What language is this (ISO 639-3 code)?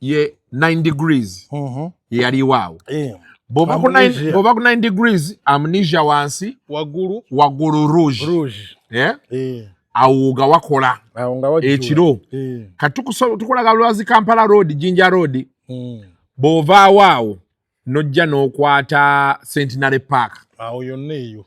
lug